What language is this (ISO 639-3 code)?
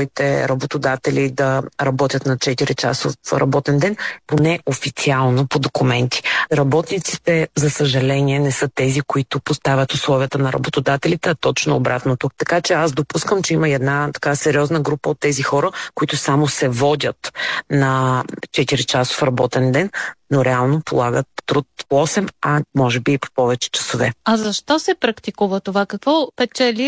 bul